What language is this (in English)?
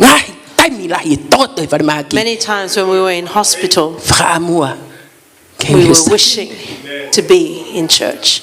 Tongan